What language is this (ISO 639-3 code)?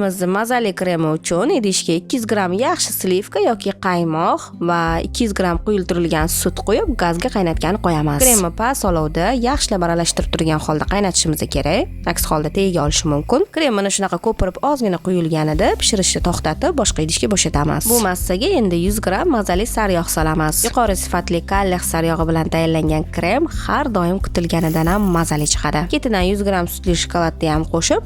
uzb